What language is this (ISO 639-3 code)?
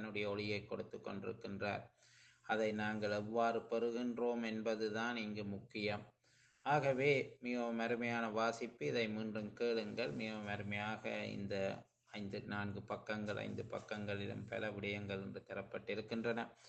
tam